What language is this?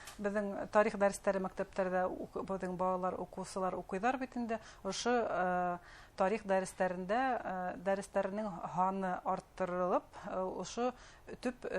Bashkir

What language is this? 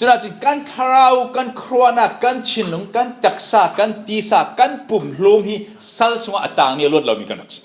Falam Chin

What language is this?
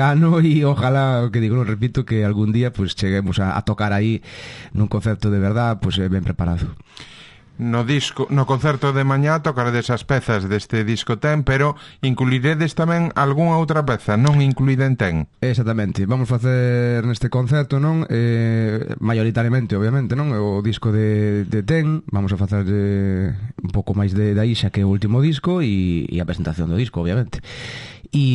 Galician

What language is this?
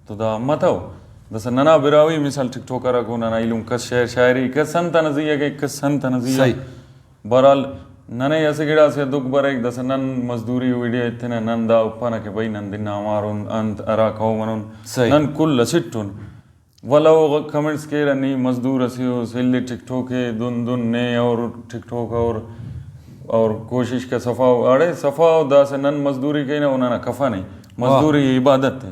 Brahui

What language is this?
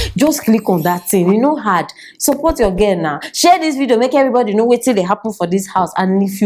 Nigerian Pidgin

